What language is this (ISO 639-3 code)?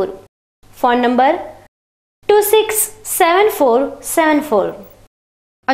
guj